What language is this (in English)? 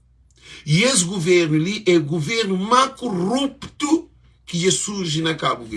Kabuverdianu